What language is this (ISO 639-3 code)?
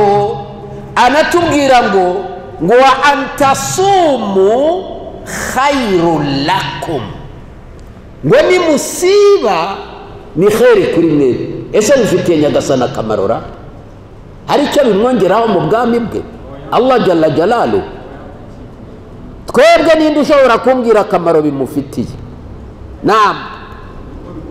kin